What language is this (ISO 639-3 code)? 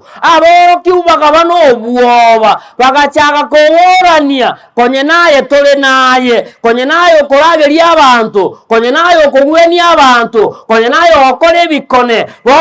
guz